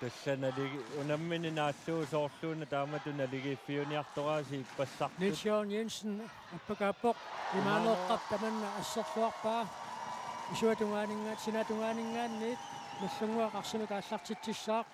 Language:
Kalaallisut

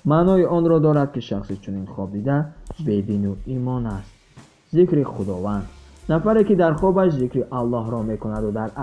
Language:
Tajik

